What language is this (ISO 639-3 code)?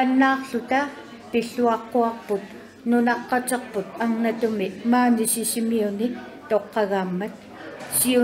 kal